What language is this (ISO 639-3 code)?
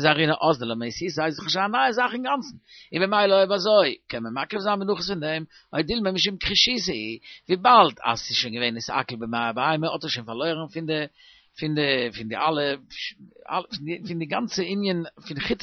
yid